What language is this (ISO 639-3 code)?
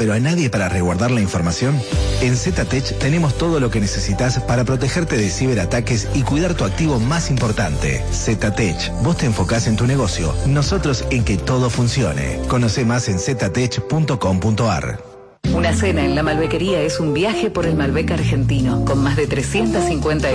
spa